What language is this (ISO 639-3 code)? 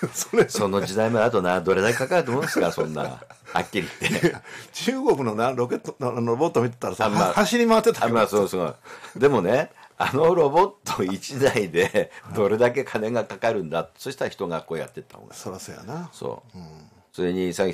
jpn